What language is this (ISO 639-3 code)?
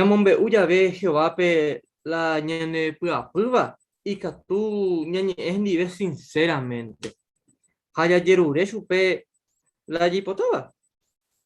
grn